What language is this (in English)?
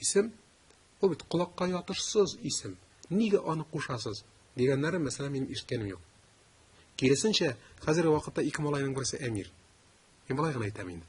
Tatar